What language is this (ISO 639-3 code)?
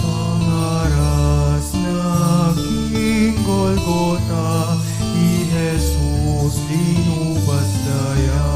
pam